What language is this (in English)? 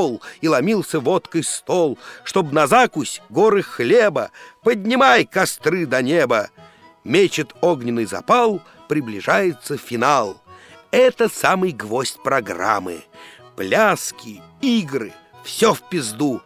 Russian